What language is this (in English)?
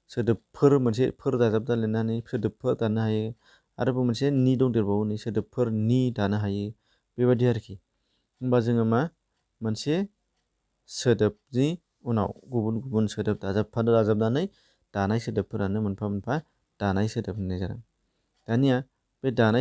Bodo